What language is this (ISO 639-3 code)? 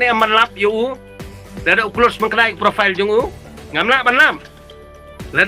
kha